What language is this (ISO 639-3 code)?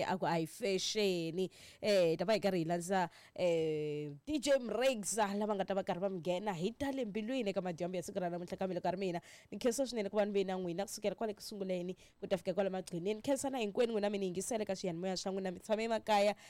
tso